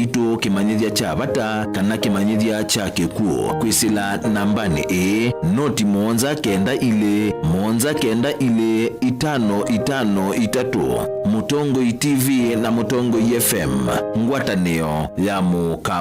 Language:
Kamba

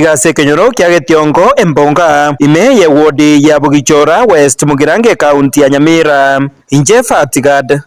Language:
Gusii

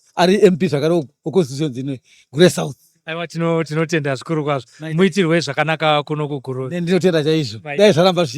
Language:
Shona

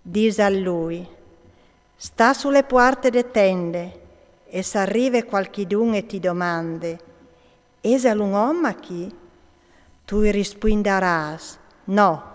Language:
Friulian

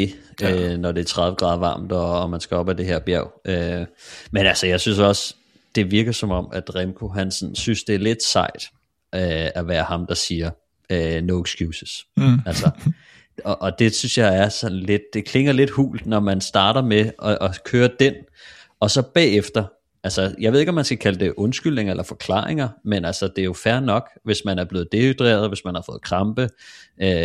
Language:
Danish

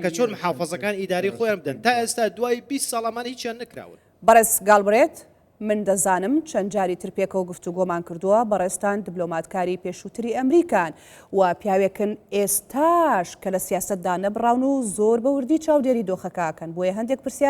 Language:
Central Kurdish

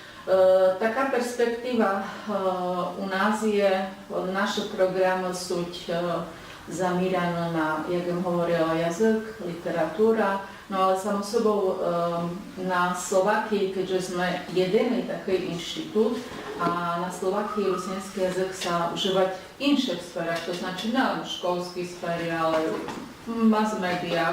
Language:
Rusyn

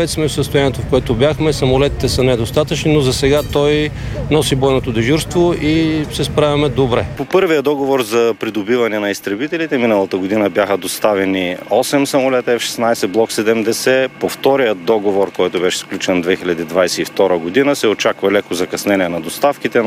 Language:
Bulgarian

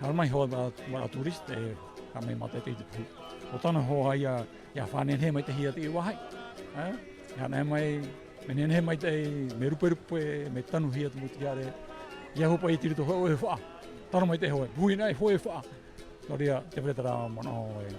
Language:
Tahitian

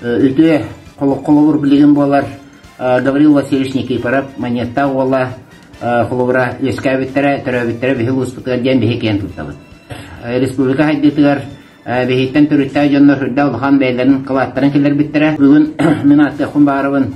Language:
Yakut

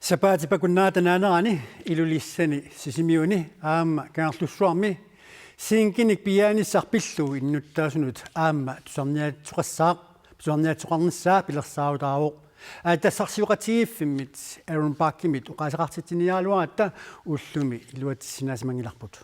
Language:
Kalaallisut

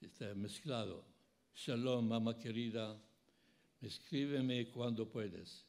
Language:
Ladino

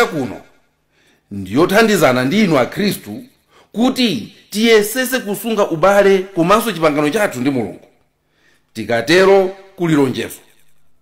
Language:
Nyanja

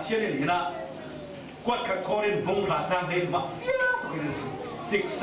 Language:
Falam Chin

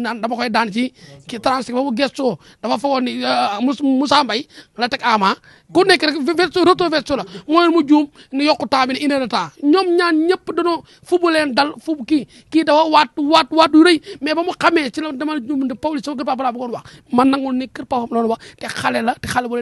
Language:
Wolof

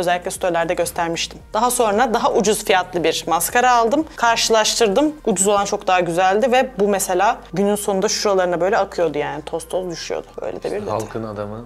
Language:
Turkish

